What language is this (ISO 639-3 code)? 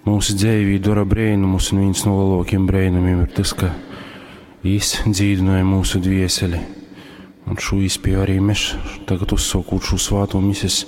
ltg